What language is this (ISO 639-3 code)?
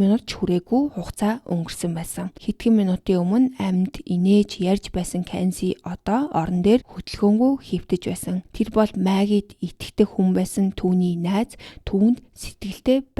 mon